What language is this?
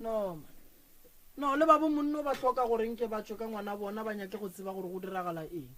Northern Sotho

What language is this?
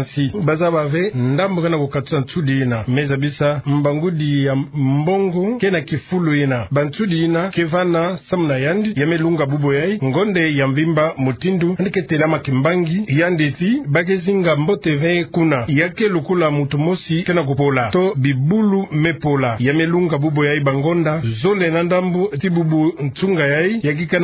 Kituba (Democratic Republic of Congo)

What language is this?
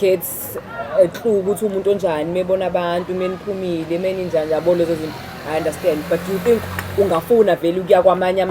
Zulu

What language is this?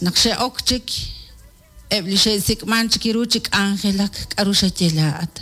Kekchí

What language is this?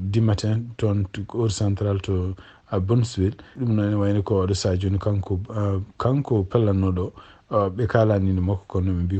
Fula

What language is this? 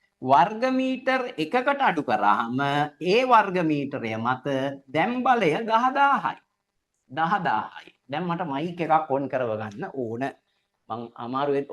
Sinhala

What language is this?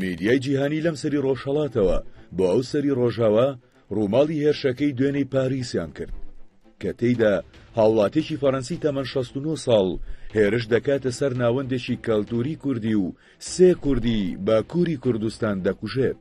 Central Kurdish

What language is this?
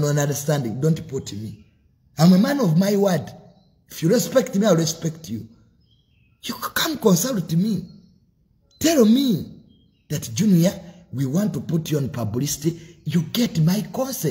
Ganda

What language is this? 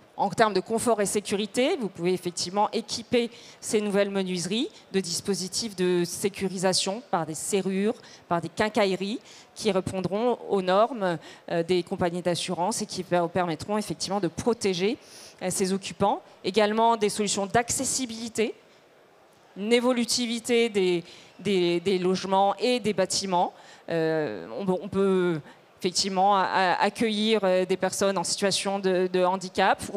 French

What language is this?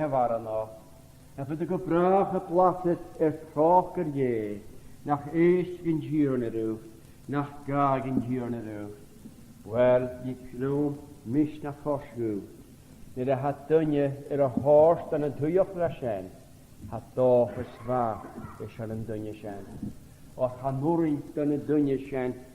Scottish Gaelic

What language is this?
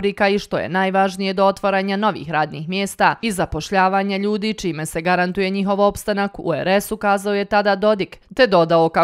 Bosnian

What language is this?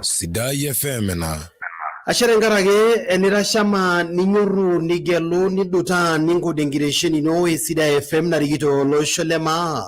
Masai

